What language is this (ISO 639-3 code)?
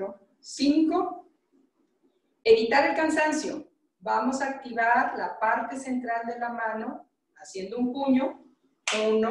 spa